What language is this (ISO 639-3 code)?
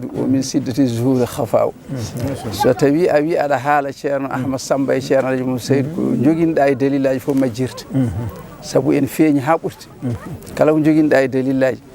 ful